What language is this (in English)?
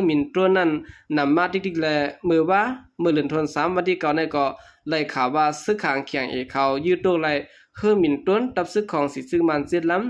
Lao